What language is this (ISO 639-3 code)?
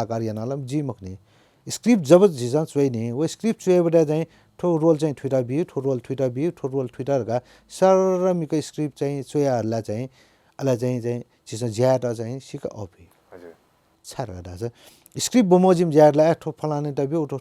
new